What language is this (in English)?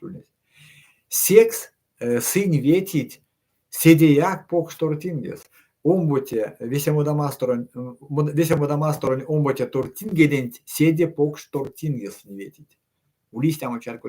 Erzya